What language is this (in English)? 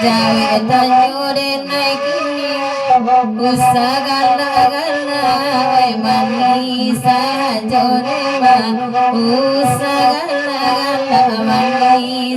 Minangkabau